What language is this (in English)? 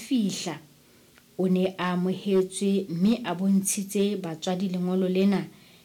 Southern Sotho